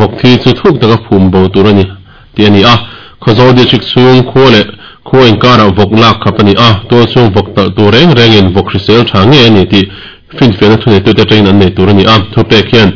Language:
Mizo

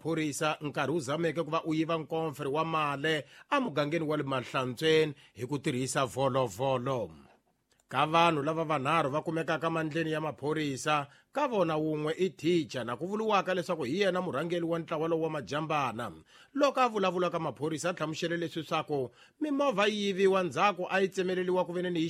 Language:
Tsonga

